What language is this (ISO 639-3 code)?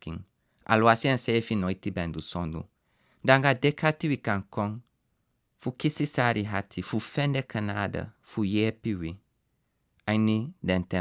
srn